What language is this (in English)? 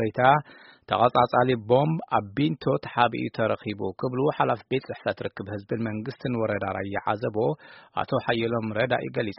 Tigrinya